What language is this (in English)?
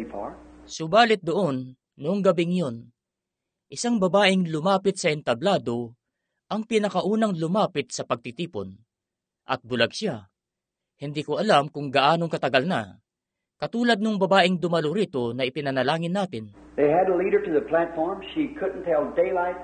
Filipino